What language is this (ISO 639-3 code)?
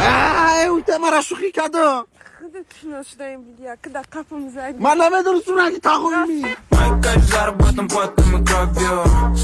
tgk